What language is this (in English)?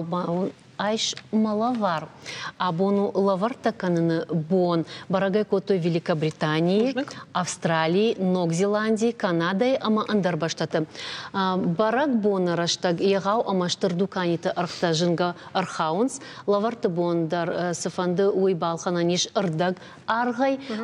Ossetic